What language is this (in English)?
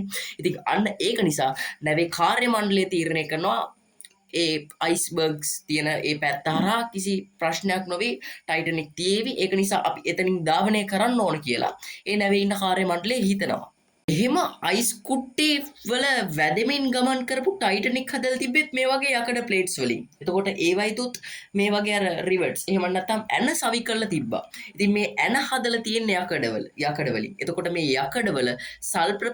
Sinhala